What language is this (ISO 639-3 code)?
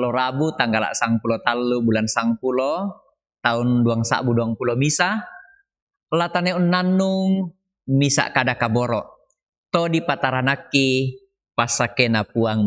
sda